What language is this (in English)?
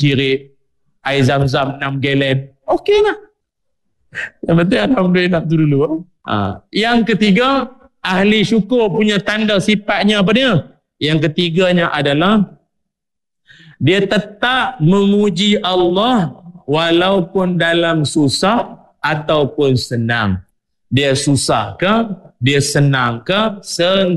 Malay